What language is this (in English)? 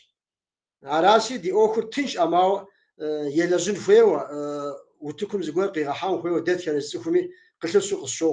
Kabardian